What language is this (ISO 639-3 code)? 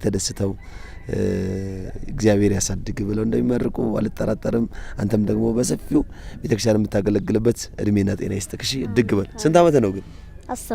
amh